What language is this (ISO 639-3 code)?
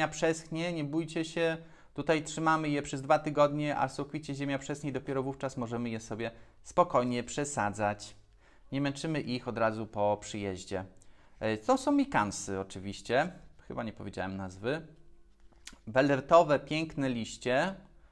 pol